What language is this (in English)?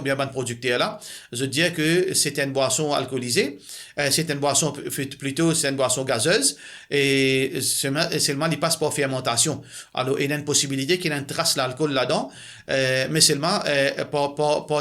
Morisyen